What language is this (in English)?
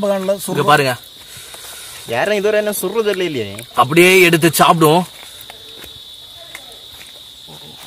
Tamil